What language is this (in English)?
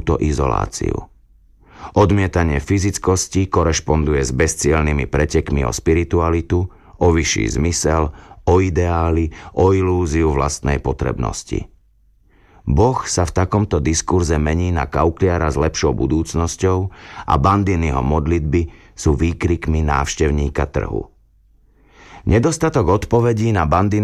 Slovak